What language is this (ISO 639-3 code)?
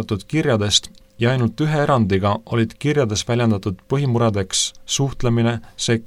est